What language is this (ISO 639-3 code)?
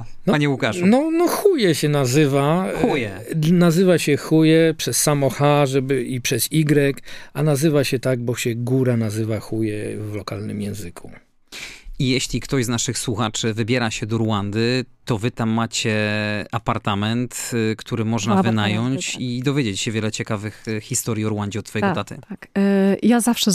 pol